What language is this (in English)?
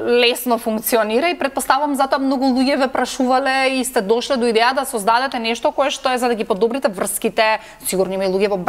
Macedonian